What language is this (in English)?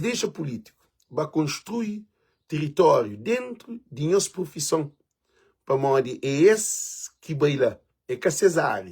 Kabuverdianu